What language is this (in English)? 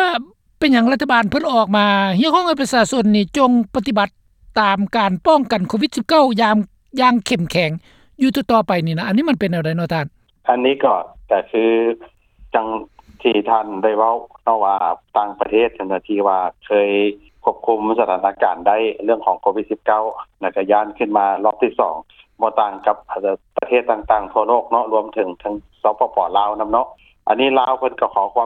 Lao